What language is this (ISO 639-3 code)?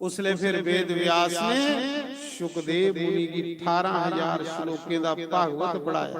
doi